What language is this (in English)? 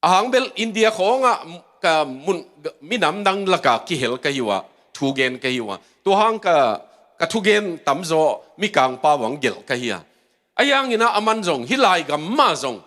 Tedim Chin